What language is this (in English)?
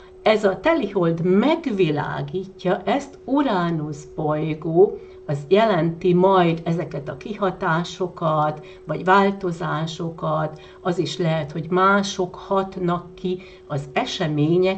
Hungarian